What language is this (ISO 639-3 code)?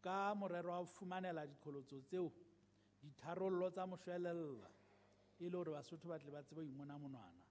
sot